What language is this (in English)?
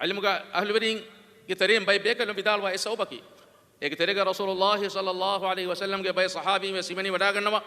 Divehi